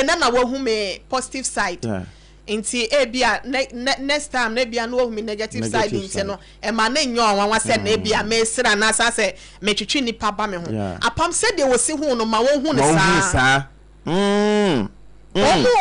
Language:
Akan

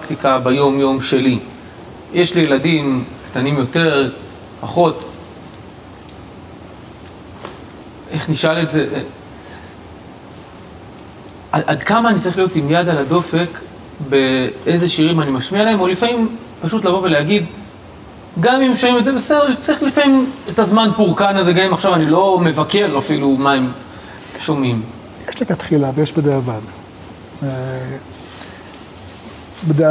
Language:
Hebrew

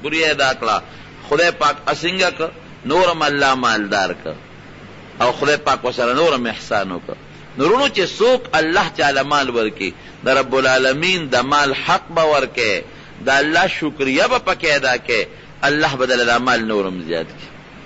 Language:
Pashto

